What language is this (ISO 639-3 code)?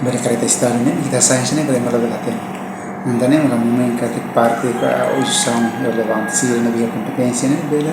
tet